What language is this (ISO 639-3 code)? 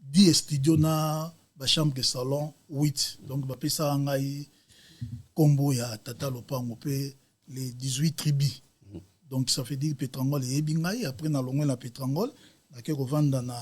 lin